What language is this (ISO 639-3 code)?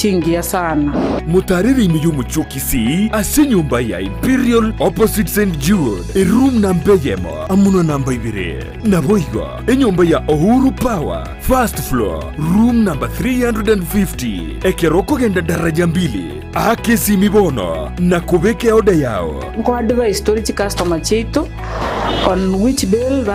guz